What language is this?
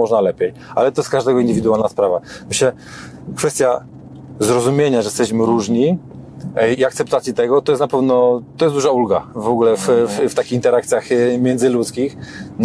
Polish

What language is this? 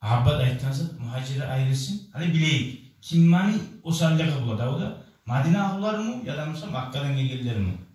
Kumyk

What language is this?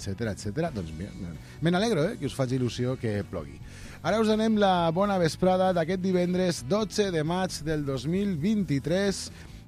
Catalan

